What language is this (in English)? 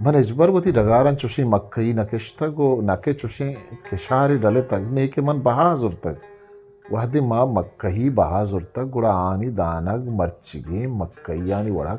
Eastern Balochi